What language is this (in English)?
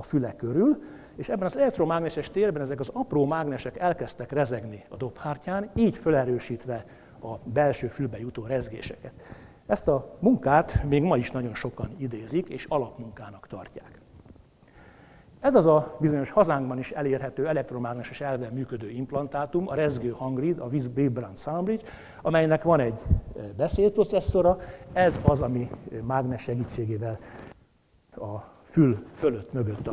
Hungarian